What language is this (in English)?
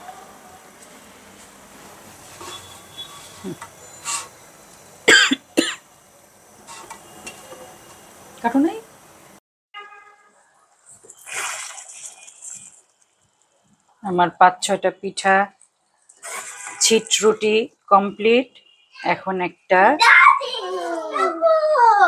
Bangla